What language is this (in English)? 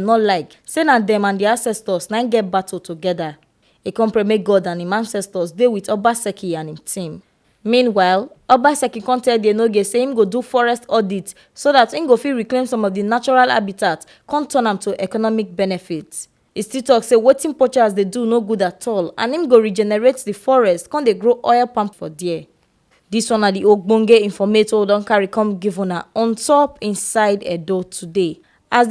Nigerian Pidgin